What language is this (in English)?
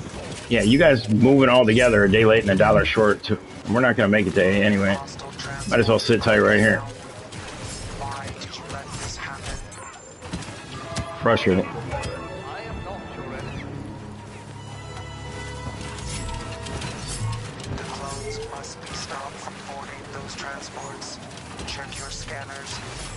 English